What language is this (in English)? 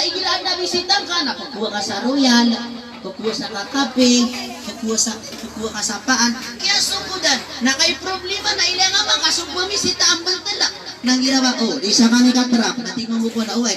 Maranao